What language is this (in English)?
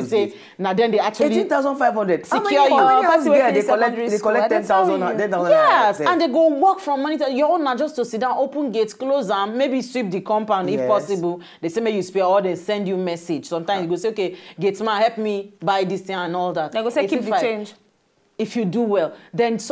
Nigerian Pidgin